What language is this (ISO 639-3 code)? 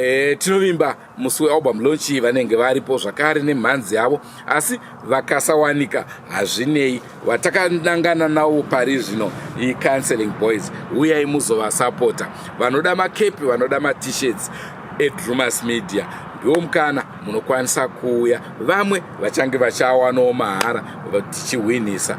sna